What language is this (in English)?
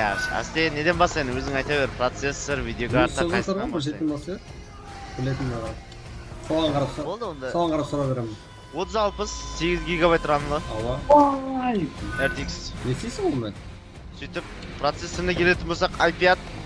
Kara-Kalpak